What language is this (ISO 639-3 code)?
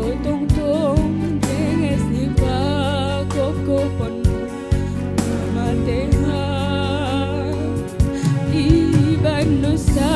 bts